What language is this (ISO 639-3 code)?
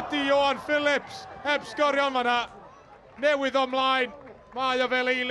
cym